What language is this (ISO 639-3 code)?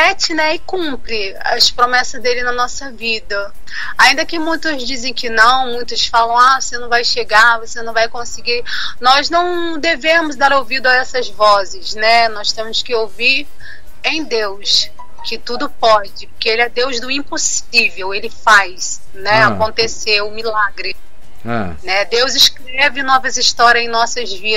por